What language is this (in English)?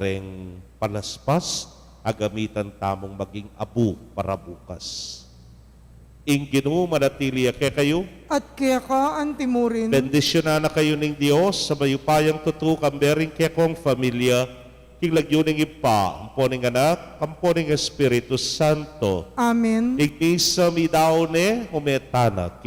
Pampanga